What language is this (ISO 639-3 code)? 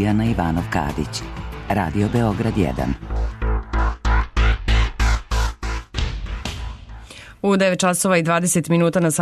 srp